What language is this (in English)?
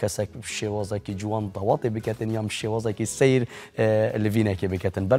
Kurdish